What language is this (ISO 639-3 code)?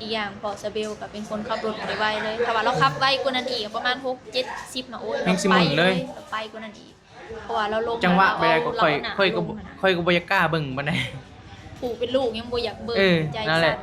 tts